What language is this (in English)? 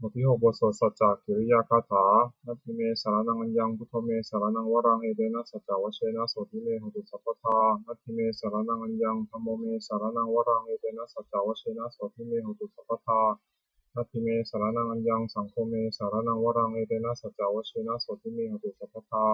Pali